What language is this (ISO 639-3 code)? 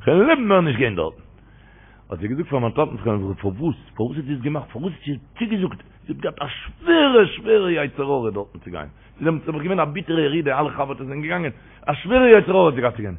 yid